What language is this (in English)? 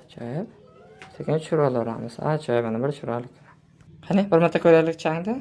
Uzbek